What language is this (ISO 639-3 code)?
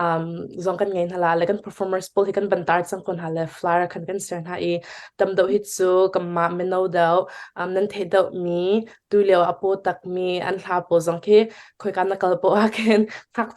cnh